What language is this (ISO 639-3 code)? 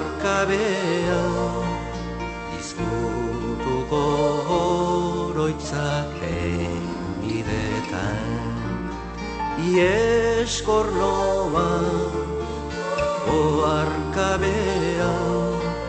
eus